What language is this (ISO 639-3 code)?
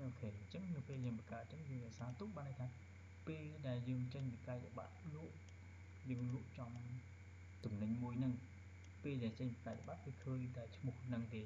khm